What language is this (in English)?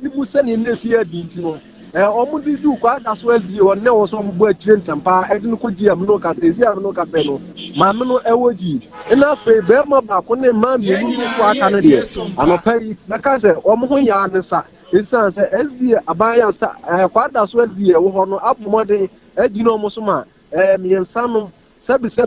Akan